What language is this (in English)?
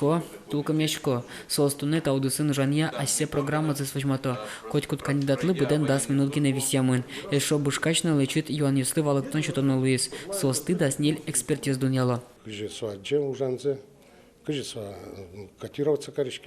Udmurt